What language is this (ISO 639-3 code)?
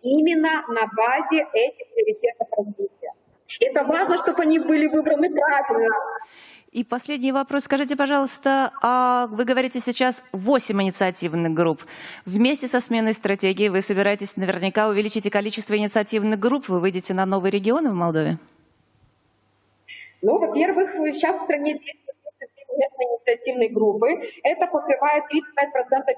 rus